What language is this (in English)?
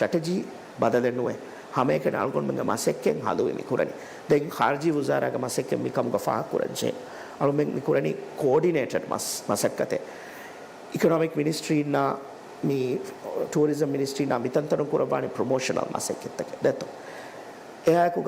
Divehi